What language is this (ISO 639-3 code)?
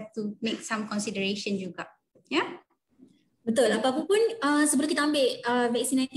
msa